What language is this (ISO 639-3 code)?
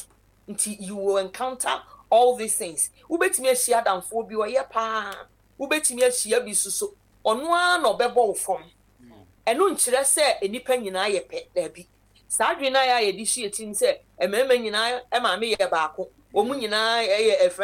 aka